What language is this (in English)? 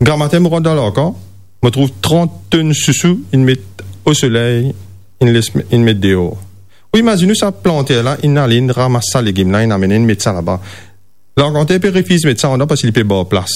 Morisyen